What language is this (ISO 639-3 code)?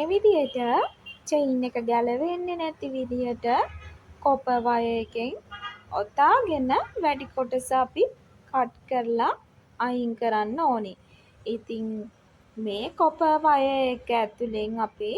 sin